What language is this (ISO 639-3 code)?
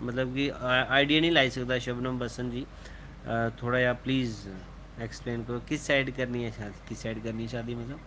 doi